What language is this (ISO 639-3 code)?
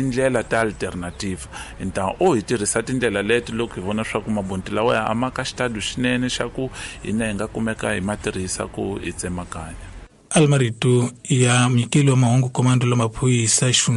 tso